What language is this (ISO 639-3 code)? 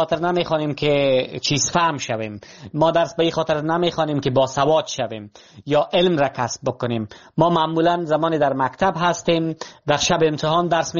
fas